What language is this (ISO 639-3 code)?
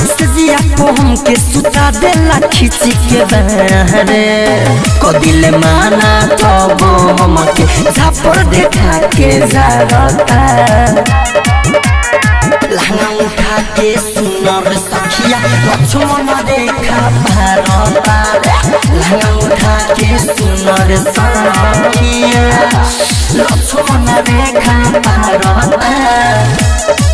bho